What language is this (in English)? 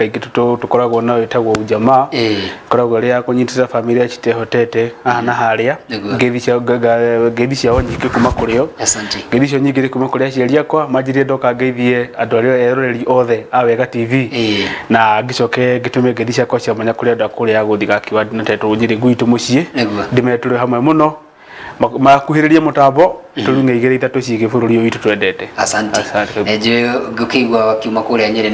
Kikuyu